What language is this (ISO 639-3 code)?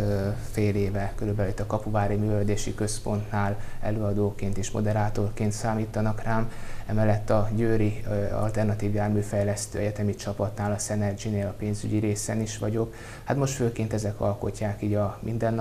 hun